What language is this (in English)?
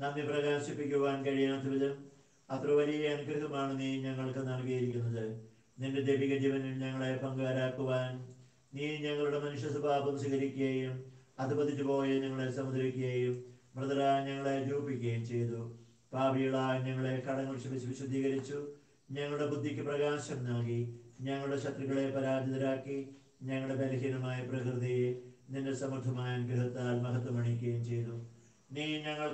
Malayalam